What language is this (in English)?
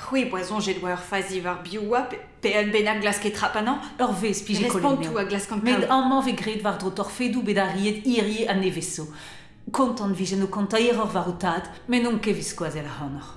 Breton